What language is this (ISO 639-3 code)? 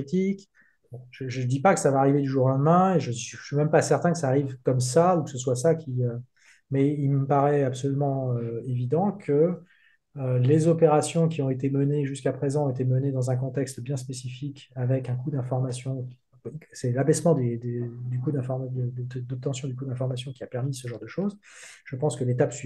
fra